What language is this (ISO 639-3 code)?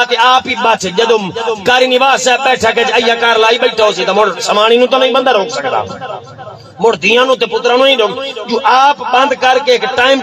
skr